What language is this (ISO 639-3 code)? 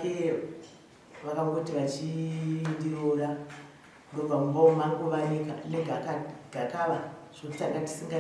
sna